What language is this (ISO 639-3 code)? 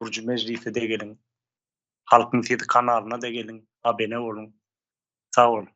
tuk